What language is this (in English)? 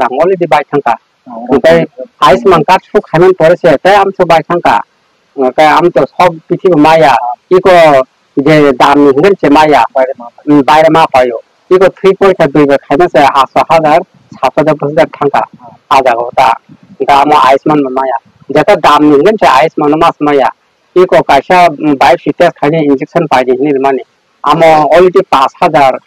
Kok Borok